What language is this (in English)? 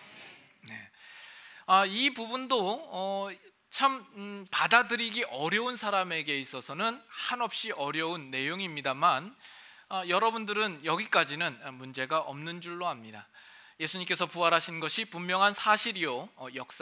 Korean